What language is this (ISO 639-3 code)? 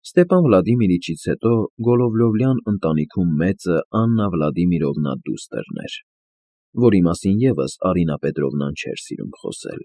hye